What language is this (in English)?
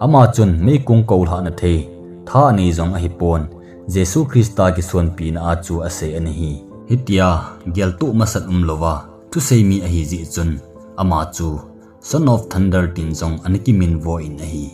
Thado Chin